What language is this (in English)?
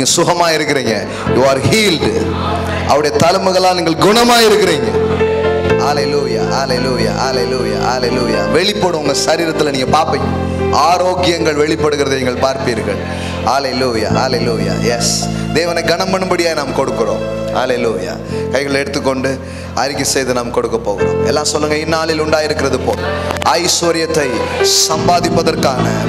Tamil